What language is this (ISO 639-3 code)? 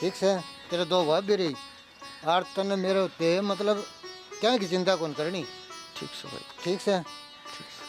bgc